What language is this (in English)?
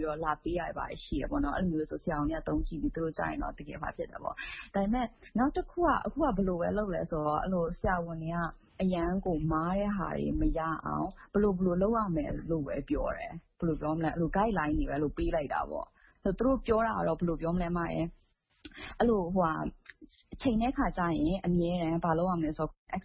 Burmese